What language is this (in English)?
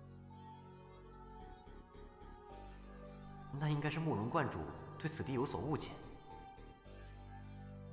Chinese